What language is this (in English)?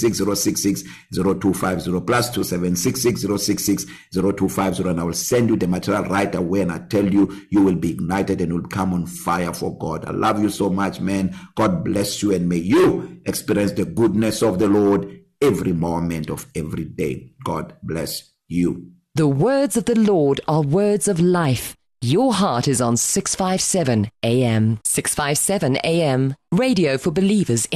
English